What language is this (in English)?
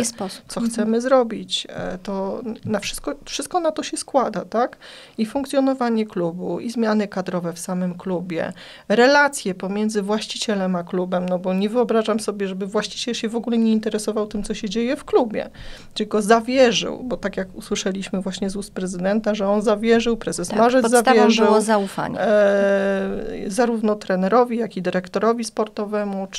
Polish